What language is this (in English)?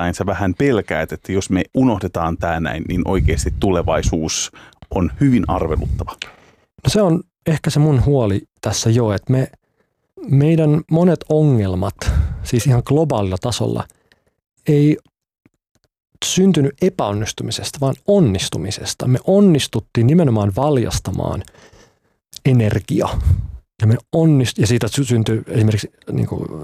Finnish